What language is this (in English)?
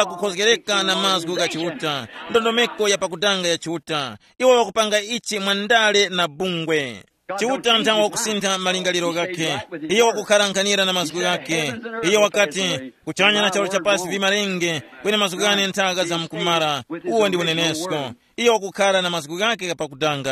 Tumbuka